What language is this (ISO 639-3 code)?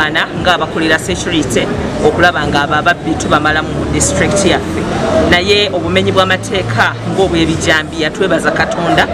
lug